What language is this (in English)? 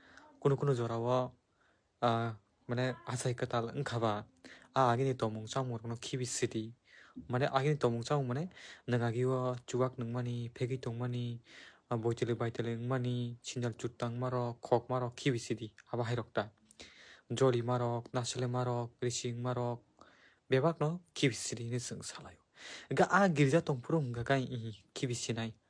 Kok Borok